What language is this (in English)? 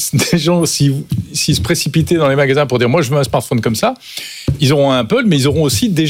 French